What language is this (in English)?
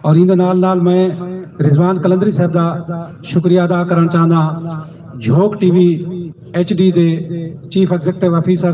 Saraiki